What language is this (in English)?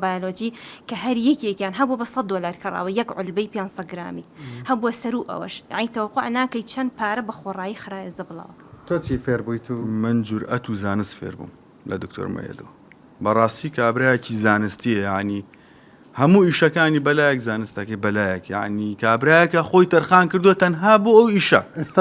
Central Kurdish